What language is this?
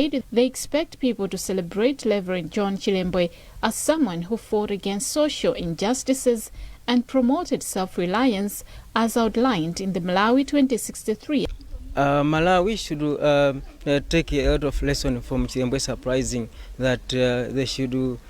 English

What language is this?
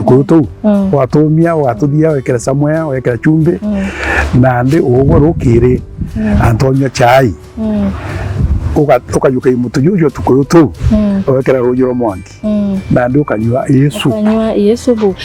Meru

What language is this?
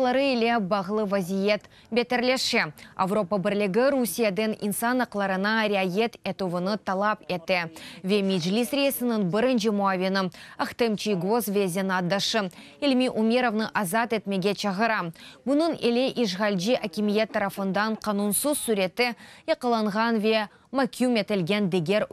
Crimean Tatar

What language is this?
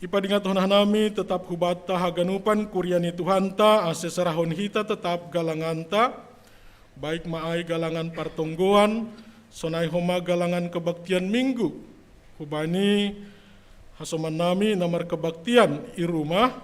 Batak Simalungun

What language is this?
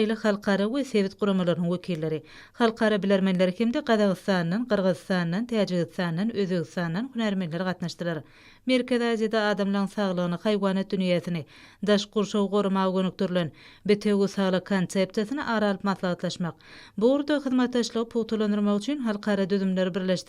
Turkmen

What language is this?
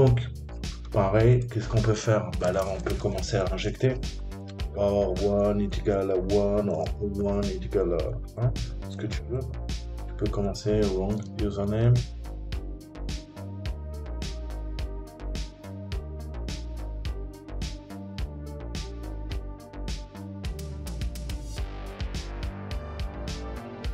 French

